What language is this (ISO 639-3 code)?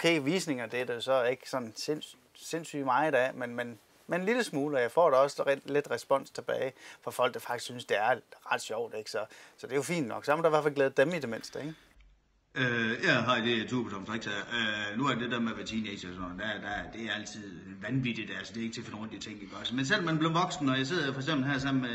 dan